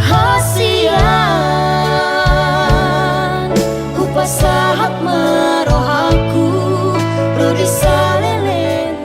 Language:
Batak Toba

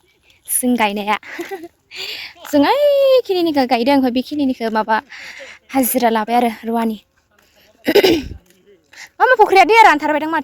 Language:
Bodo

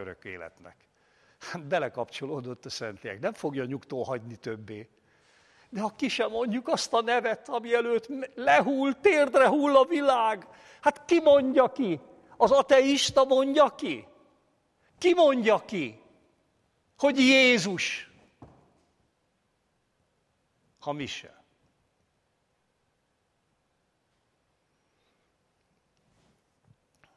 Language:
Hungarian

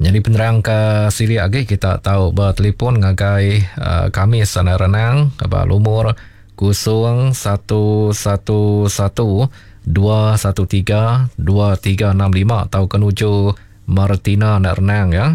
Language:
Iban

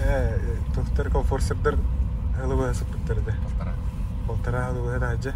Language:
Yakut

